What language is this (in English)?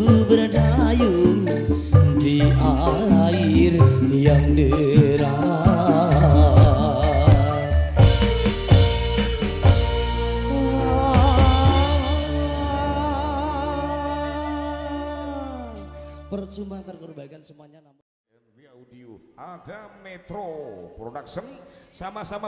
Indonesian